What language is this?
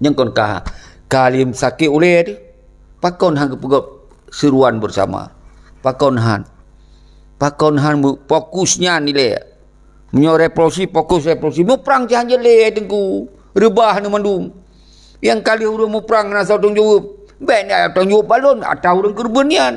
Achinese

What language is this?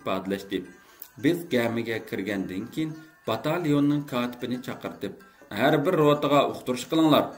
Uyghur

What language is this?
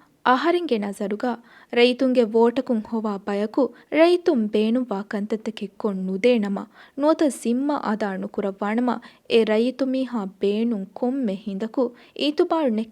Divehi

